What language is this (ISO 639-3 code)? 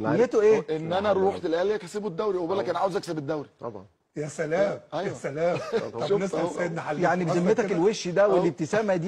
arz